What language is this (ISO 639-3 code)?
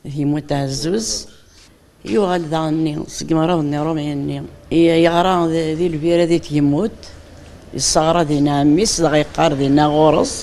kab